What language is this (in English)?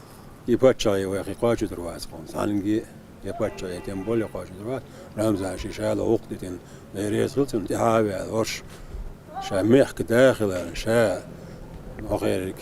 Chechen